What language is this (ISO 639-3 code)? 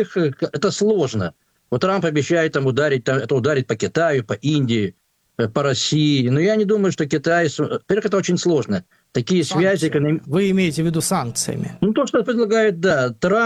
rus